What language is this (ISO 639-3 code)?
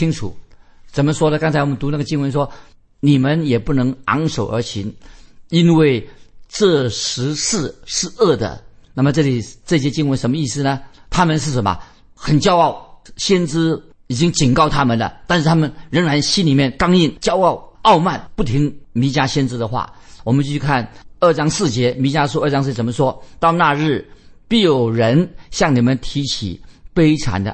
zho